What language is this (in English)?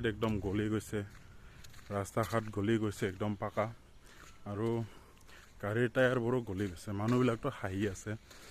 Assamese